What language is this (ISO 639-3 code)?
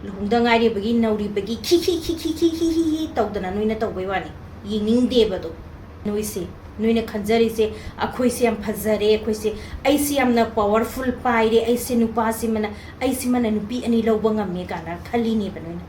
mni